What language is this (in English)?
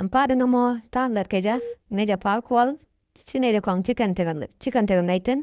Nuer